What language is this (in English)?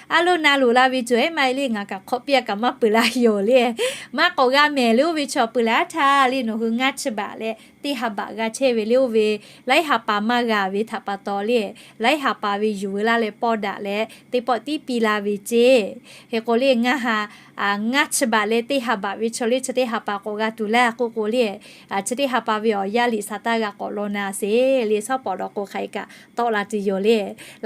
Lahu